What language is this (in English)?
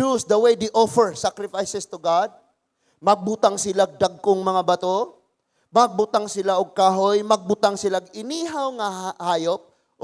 Cebuano